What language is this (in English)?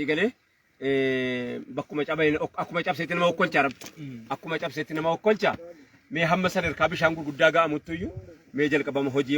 Oromo